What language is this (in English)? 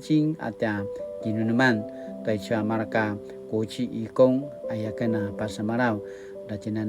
Paiwan